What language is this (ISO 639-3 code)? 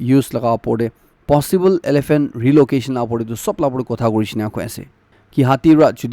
nag